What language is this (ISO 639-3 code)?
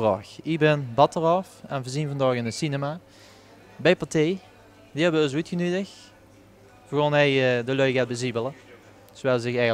lim